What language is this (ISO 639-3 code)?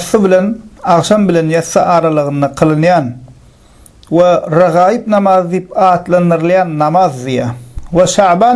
tuk